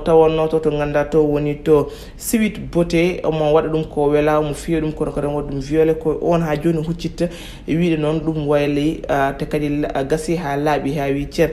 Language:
Fula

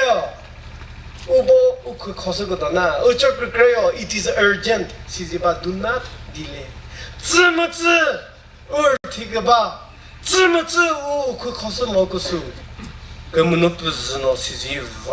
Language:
Chokri Naga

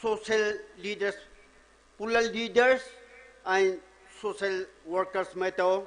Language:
Poumei Naga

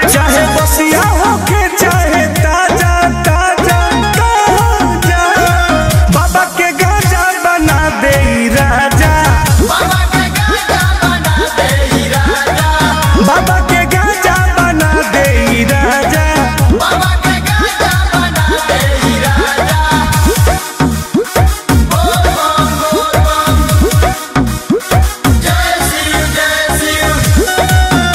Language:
Bhojpuri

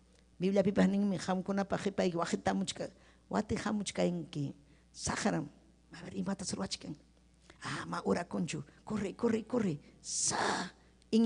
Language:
Ayacucho Quechua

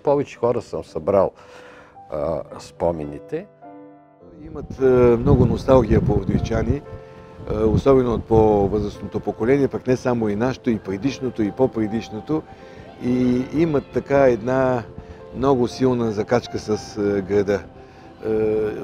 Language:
Bulgarian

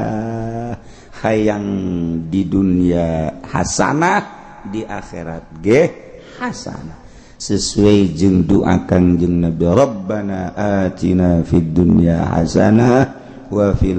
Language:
Sundanese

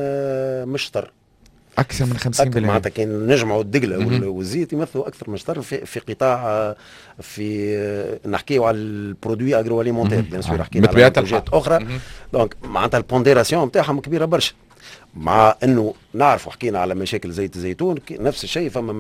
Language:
Tunisian Arabic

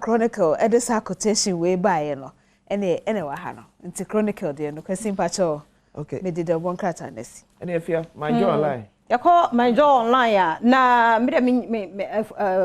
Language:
Akan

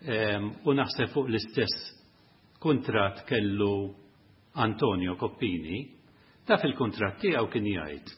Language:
Maltese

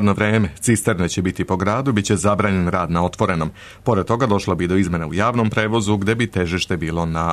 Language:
Serbian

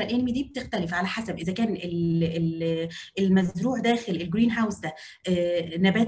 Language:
Egyptian Arabic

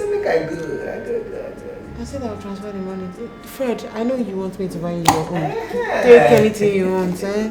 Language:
Nigerian Pidgin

